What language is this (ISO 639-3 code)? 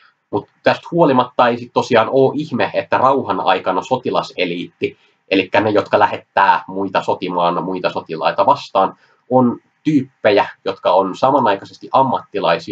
fin